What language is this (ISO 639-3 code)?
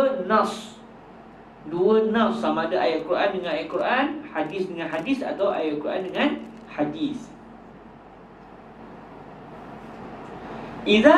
msa